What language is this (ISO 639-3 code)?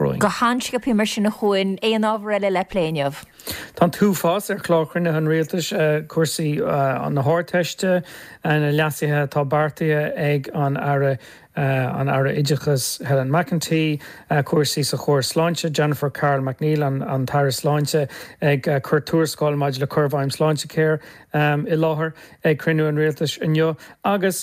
gle